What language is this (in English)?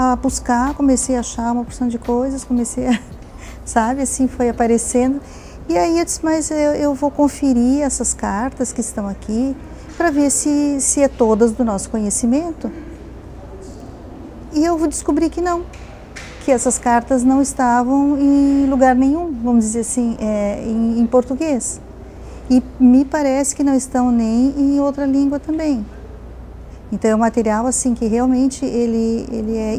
Portuguese